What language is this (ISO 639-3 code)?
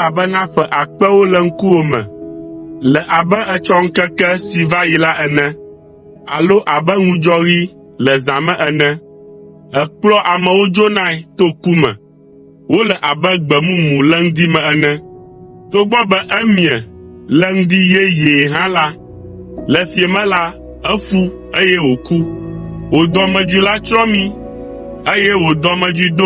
ewe